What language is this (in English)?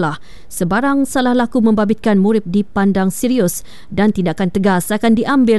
Malay